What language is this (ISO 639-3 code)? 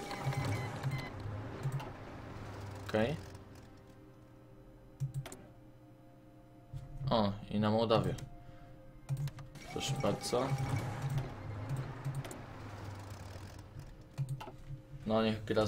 pol